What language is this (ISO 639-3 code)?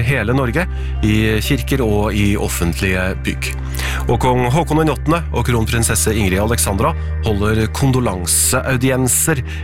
nor